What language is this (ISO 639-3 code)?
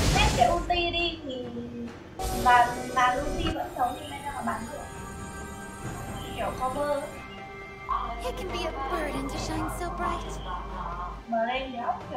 vie